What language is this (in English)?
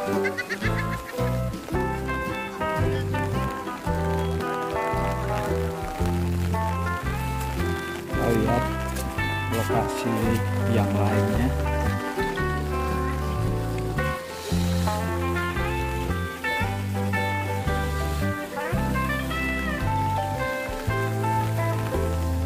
Indonesian